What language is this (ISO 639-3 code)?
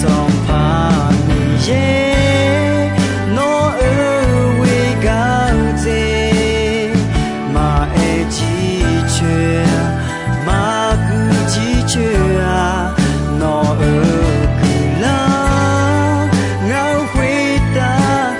ahk